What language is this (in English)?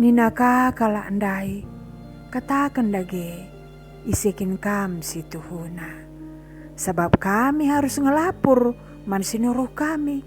Batak Karo